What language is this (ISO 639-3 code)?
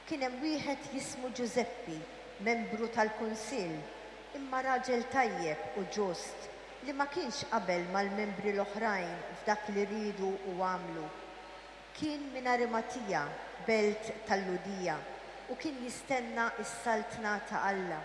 mlt